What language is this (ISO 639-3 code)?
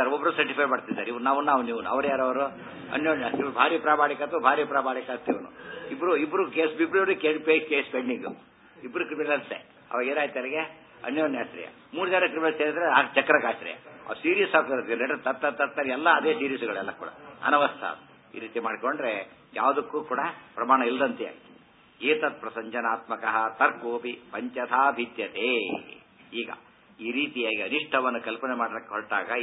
kan